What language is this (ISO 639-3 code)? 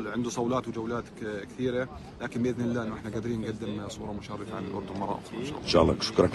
apc